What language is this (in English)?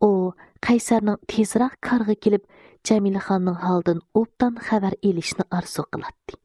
Uyghur